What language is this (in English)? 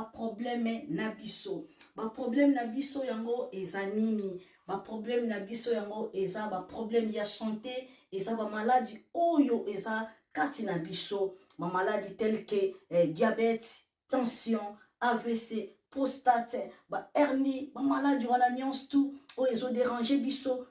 Lingala